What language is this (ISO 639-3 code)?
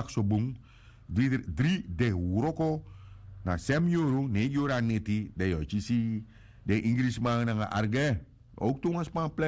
srn